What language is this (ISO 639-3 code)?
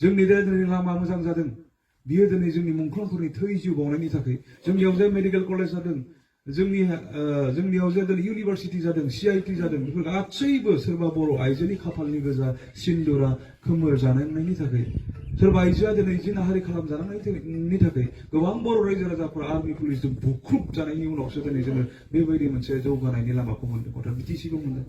brx